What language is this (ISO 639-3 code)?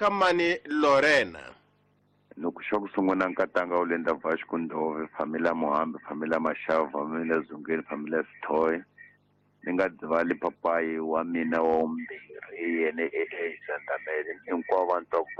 tso